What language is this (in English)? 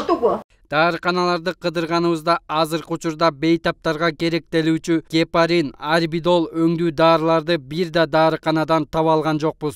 Kyrgyz